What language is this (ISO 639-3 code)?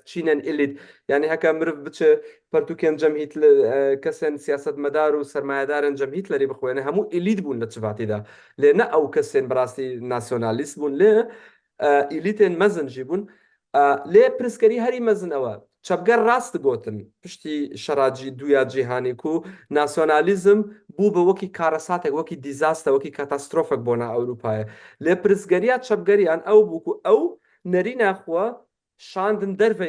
kur